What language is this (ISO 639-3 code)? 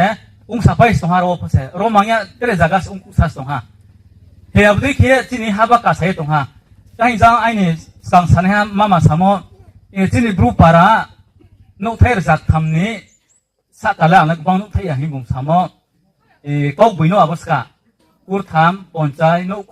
ria